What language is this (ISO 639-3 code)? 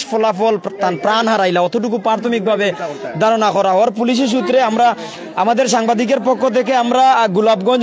syl